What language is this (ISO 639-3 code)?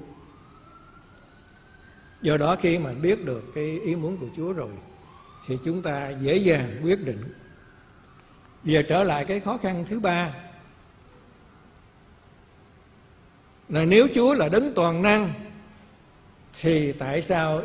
vie